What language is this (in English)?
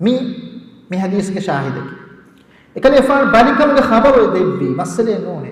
Divehi